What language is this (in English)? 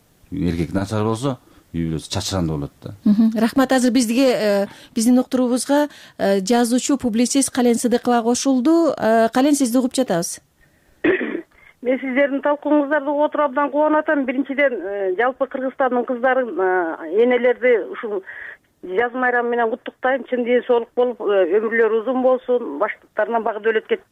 Kyrgyz